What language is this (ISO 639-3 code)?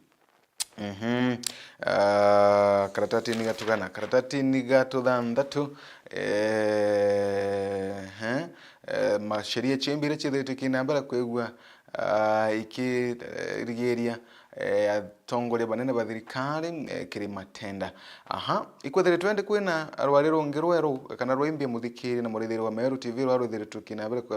mer